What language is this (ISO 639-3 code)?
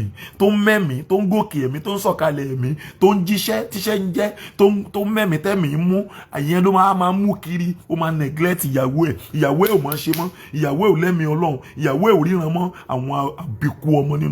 yor